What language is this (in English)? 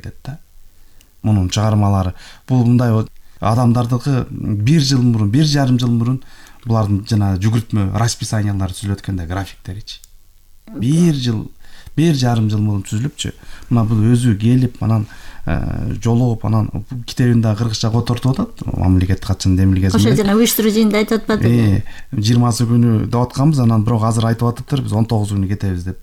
Kyrgyz